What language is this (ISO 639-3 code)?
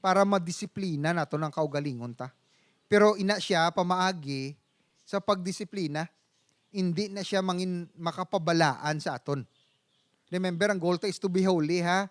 hil